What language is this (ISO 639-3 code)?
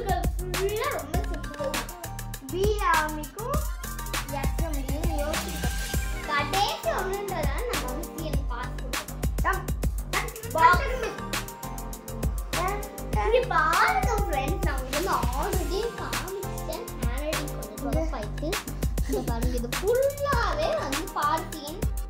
tam